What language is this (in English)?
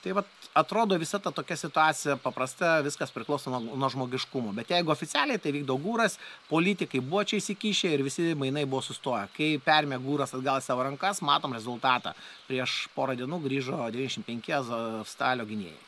Lithuanian